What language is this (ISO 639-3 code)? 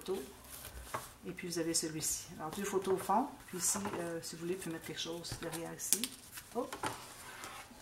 fra